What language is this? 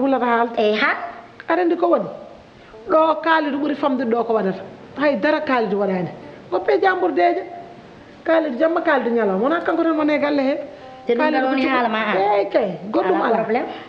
Fula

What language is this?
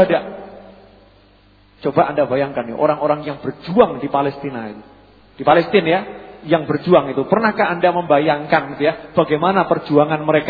Indonesian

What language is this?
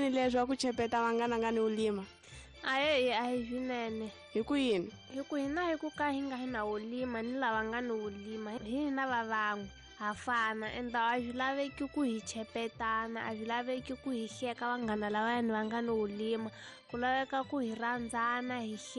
Tsonga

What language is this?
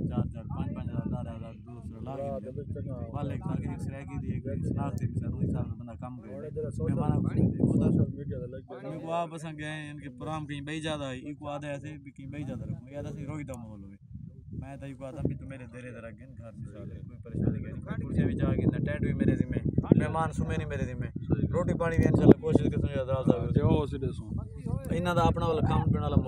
Saraiki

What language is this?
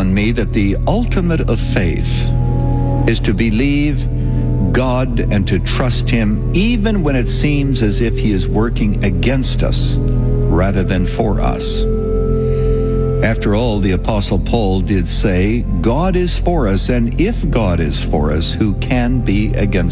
English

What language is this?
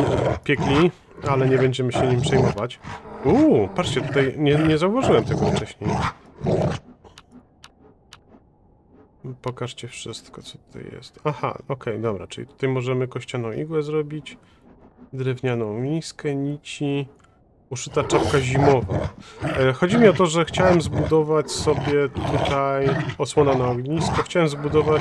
Polish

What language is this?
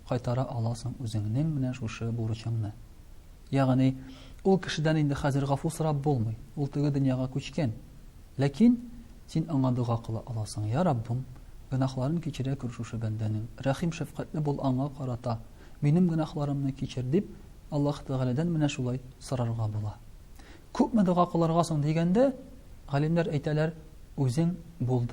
Tatar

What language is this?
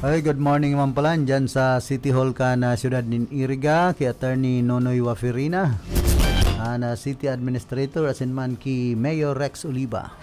Bikol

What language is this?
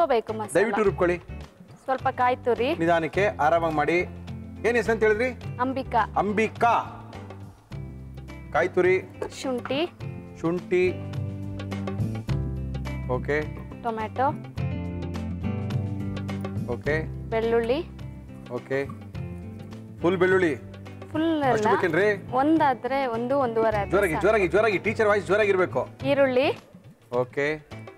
Kannada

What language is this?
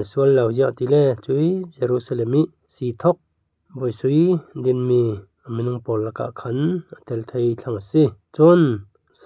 Falam Chin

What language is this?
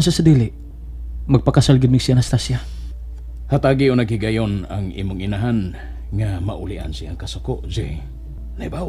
Cebuano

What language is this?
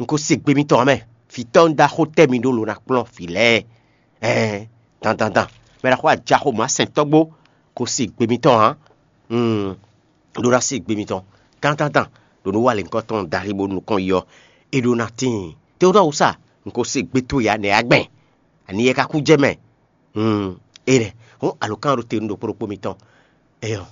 Fon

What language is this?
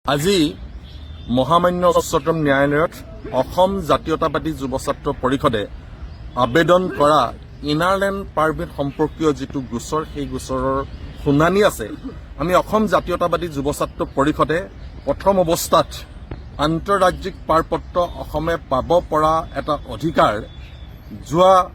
Assamese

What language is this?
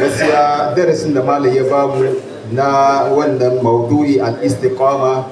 Hausa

